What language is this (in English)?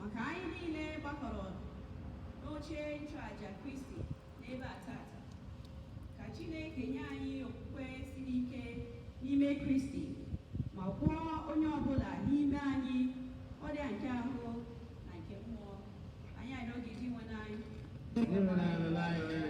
Igbo